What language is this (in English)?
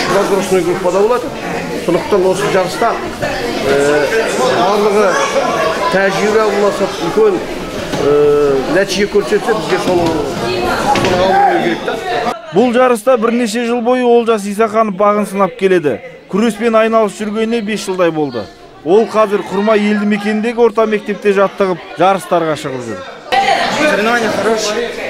Kazakh